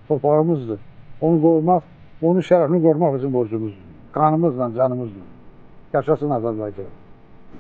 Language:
Azerbaijani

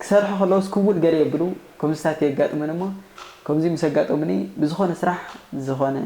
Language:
Tigrinya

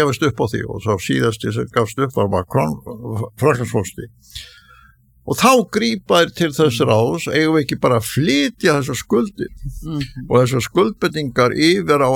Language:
Icelandic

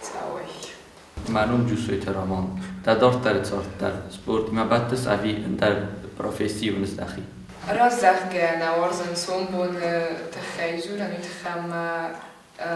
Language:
Ossetic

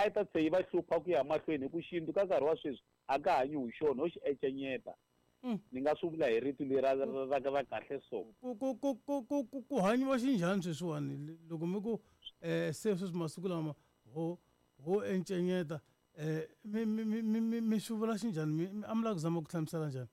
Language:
Tsonga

